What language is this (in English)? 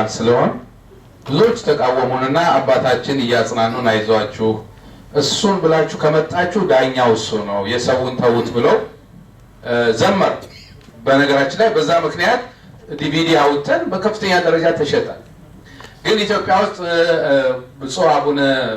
Amharic